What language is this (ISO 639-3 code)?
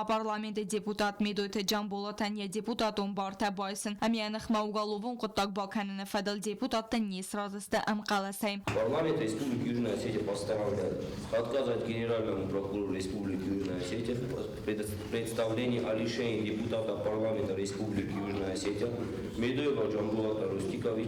oss